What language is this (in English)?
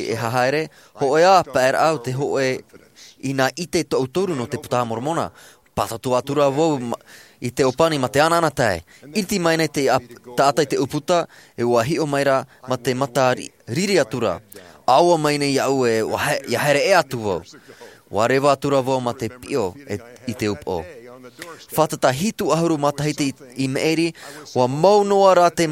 Tahitian